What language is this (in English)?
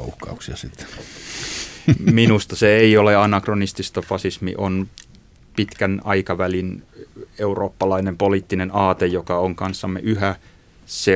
Finnish